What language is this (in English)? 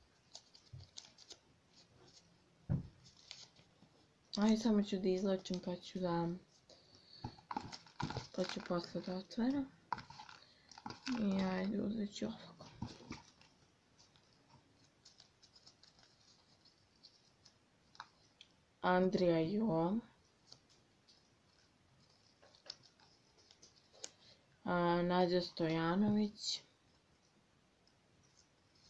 Serbian